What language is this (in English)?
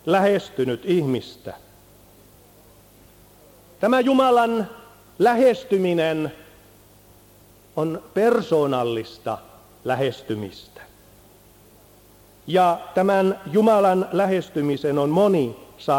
Finnish